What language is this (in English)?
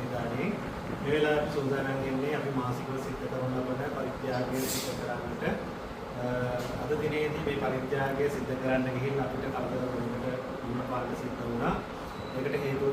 Sinhala